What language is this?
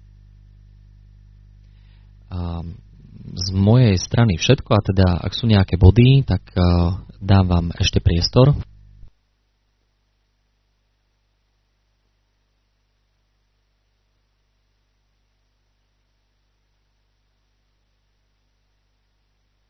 Slovak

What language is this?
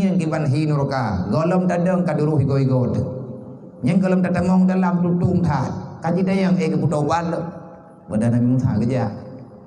Achinese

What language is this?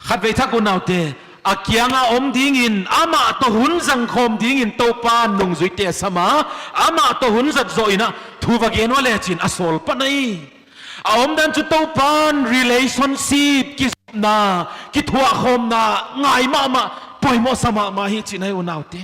Paite Chin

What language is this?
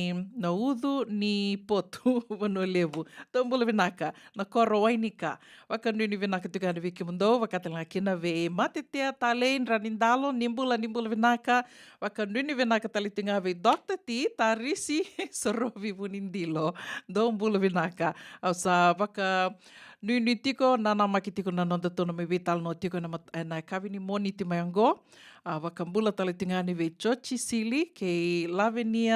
Fijian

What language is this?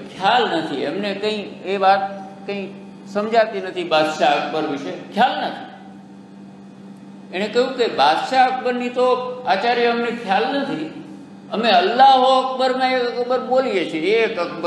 Gujarati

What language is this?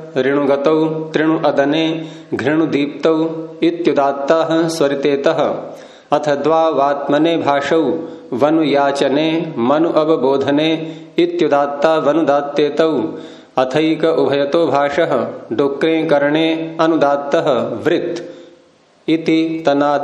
Sanskrit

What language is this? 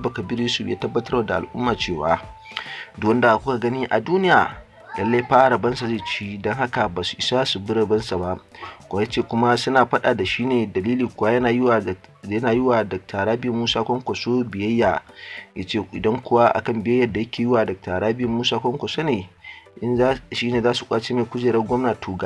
Hausa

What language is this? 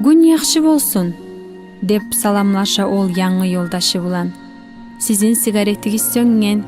Kumyk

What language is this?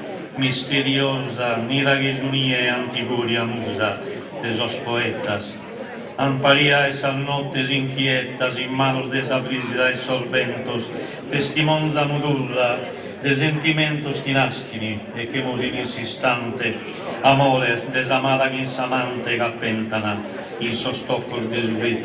Sardinian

